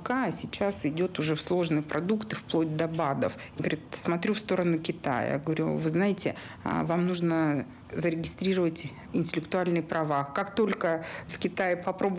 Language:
Russian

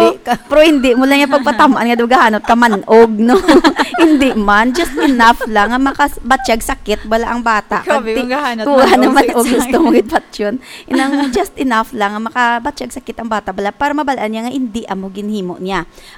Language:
Hiligaynon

